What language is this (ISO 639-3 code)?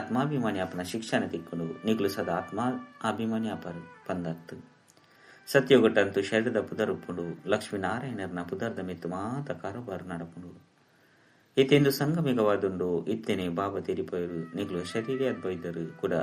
tcy